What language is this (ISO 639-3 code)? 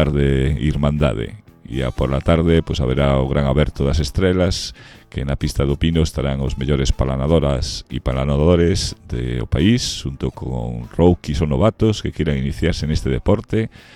glg